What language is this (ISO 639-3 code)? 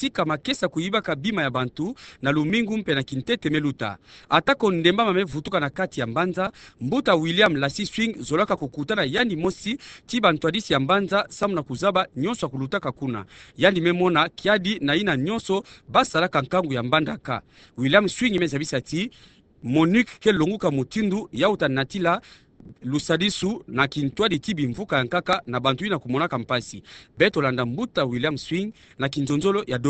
ktu